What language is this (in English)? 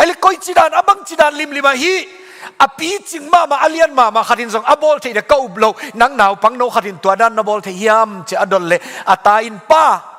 Tedim Chin